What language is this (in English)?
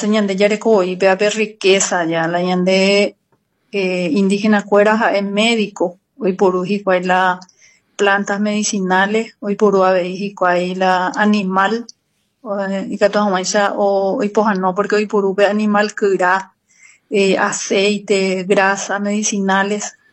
Guarani